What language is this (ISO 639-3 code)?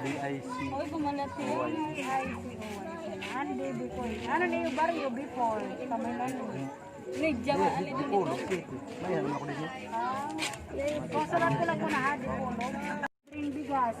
war